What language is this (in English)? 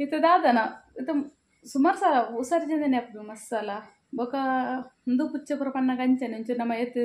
Tulu